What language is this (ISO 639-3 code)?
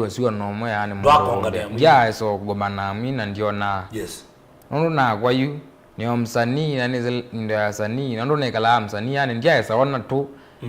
kam